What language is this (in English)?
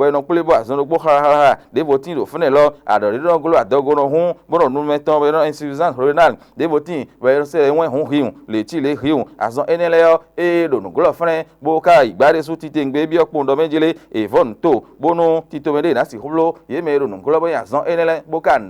Fon